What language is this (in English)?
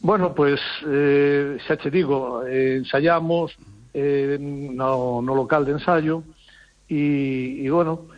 Galician